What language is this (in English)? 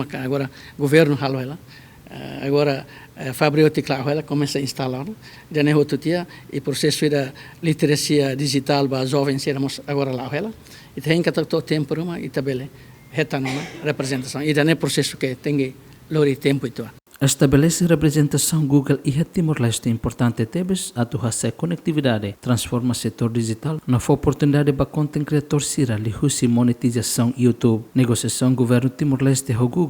Tetum